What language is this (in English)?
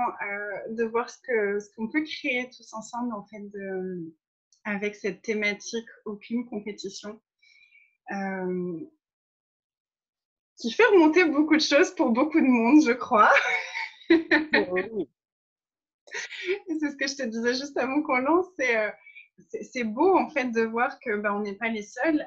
French